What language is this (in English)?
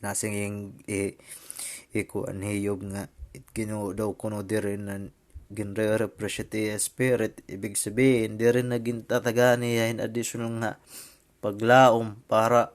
Waray